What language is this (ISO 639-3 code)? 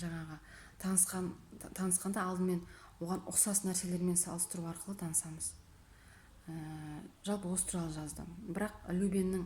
kaz